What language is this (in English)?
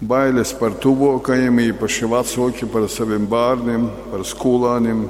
Latgalian